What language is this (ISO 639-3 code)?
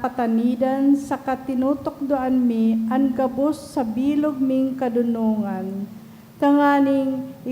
bik